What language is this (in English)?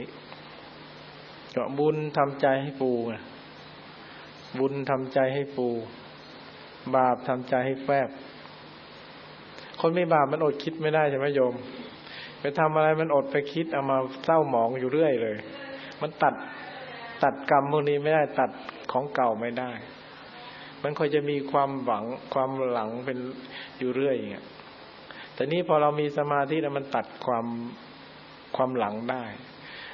Thai